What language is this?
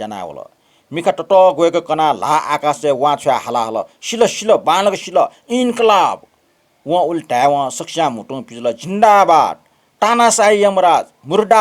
Newari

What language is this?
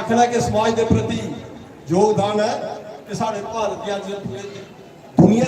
Dogri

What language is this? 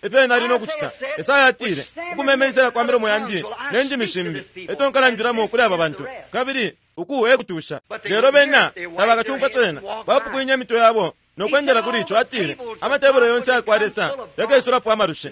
Bemba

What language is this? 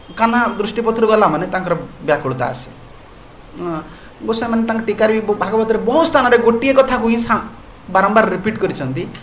Odia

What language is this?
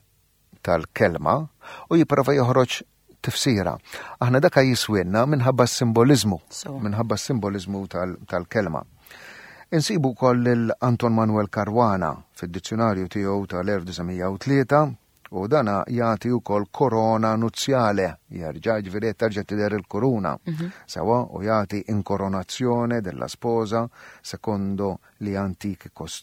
Maltese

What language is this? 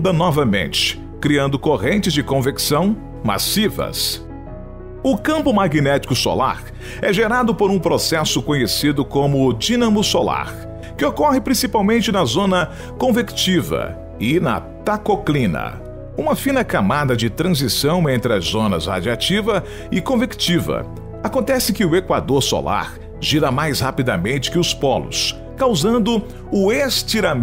Portuguese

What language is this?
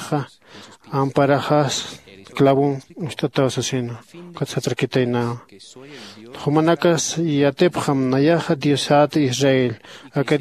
Aymara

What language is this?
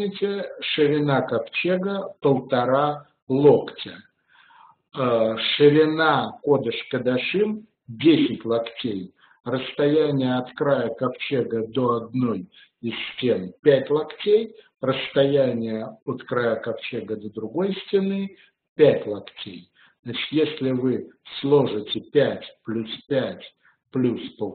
Russian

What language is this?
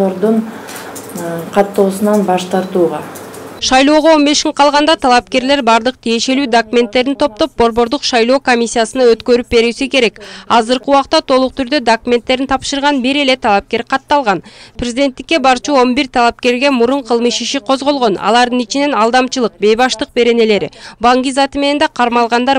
Kyrgyz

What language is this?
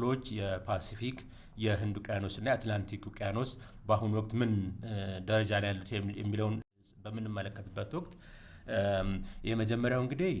Amharic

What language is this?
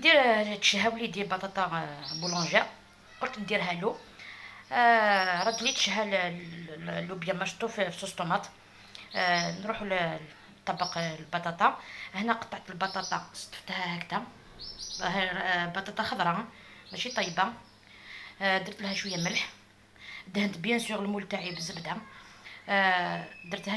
Algerian Arabic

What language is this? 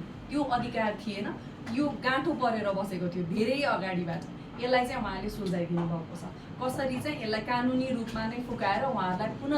Nepali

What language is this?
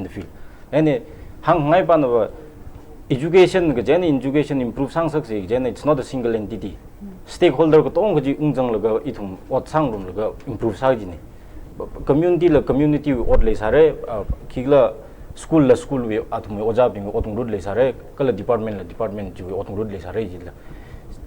Tangkhul Naga (India)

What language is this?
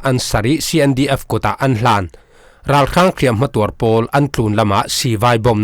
Falam Chin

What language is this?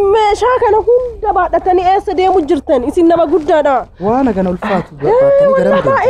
Oromo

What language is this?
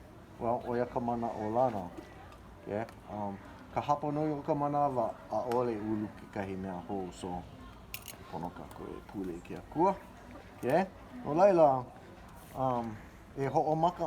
Hawaiian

